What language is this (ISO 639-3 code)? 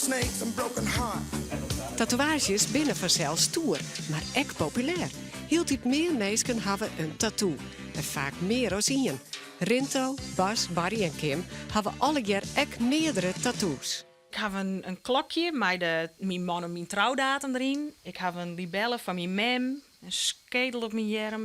fry